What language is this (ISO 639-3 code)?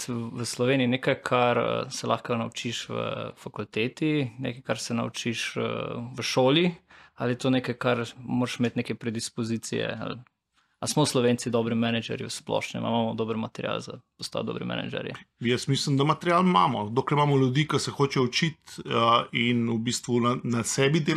slv